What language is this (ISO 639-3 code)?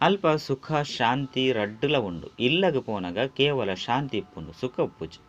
tcy